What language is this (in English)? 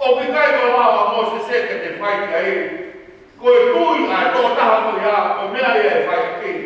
Tongan